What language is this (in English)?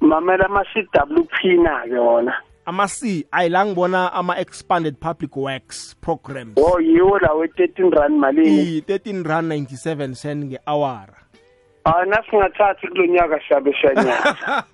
South Ndebele